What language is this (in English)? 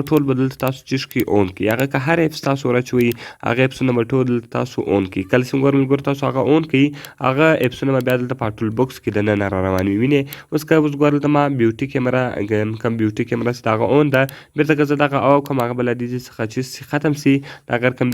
Pashto